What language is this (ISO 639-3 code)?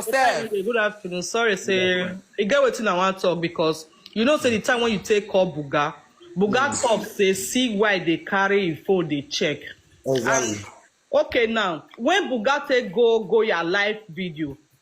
pcm